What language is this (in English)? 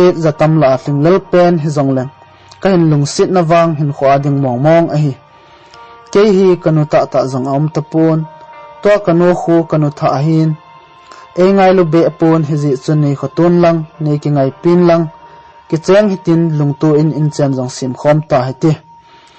Thado Chin